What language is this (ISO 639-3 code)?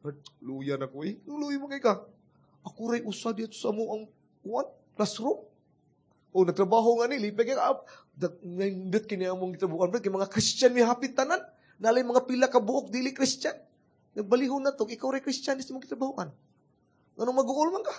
ceb